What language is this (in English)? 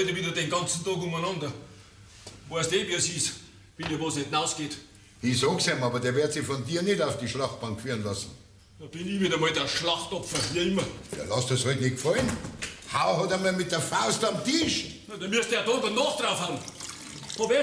Bavarian